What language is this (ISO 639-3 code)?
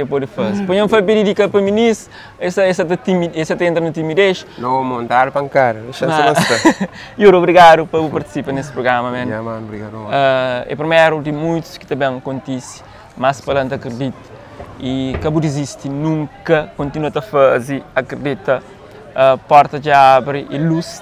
kea